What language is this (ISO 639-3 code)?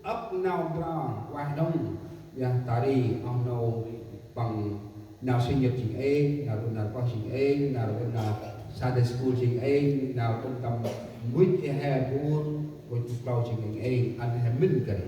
cmo